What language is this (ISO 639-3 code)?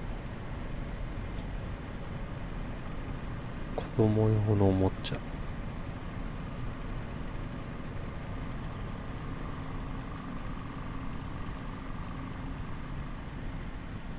jpn